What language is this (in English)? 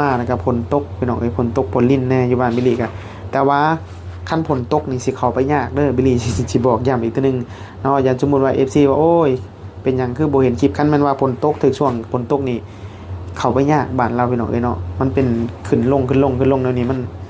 Northeastern Thai